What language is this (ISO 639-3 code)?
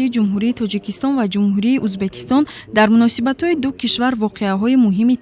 tgk